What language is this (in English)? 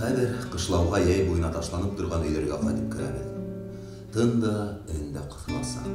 Bashkir